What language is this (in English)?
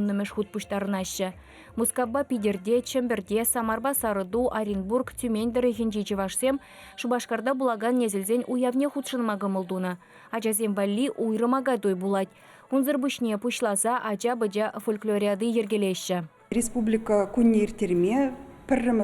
Chuvash